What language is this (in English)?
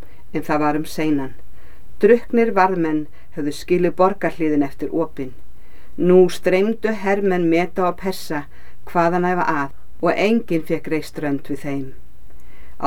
Icelandic